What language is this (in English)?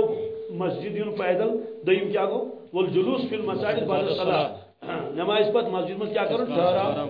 Kashmiri